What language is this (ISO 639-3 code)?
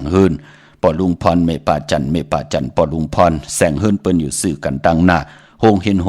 shn